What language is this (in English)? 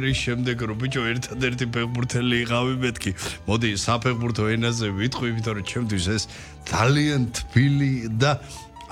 Georgian